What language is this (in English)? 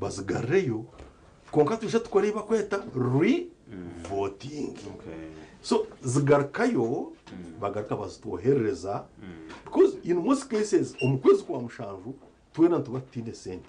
Nyankole